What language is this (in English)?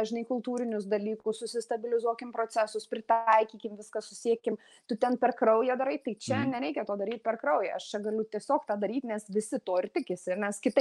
Lithuanian